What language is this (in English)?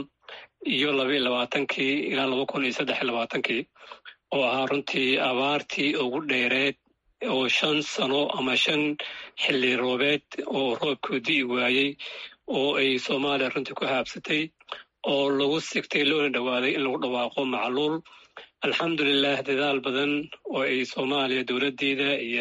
Somali